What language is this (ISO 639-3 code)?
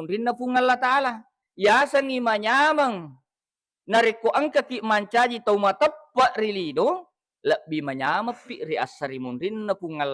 bug